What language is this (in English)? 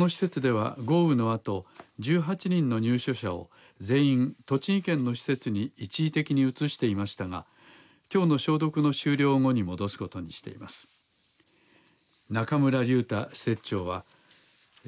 Japanese